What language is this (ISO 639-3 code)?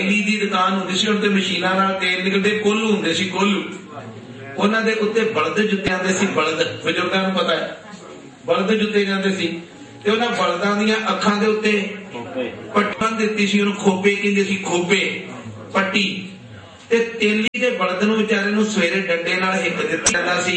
pan